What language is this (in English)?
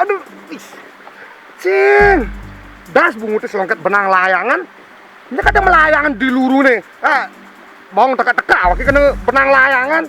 Balinese